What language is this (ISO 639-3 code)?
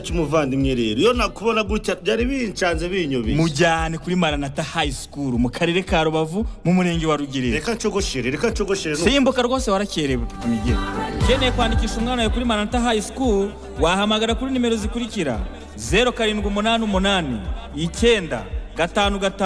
kin